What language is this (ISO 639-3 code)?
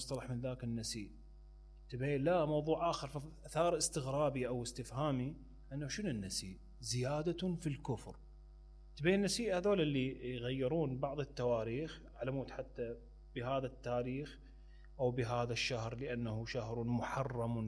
acm